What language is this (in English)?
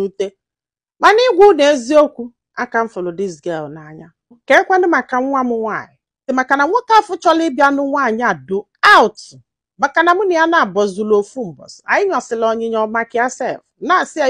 Igbo